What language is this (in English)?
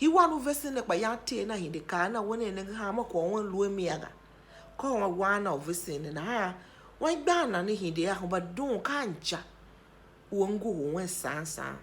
Tiv